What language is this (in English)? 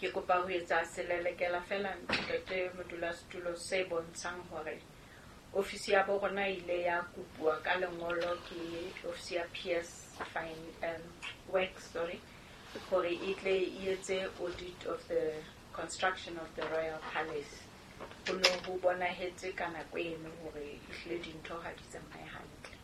Southern Sotho